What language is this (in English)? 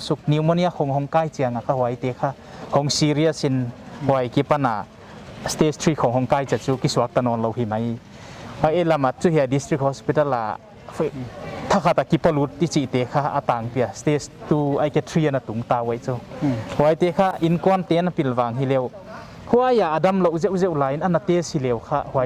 Paite Chin